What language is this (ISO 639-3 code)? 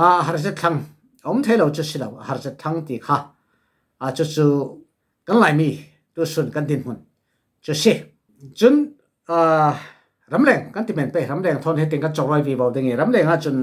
cfm